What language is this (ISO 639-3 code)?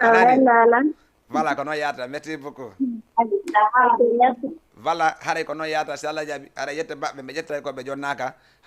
ful